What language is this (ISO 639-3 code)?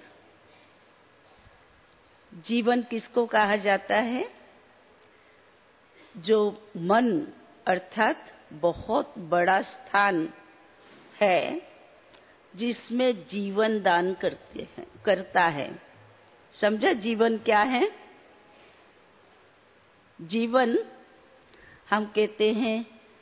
hin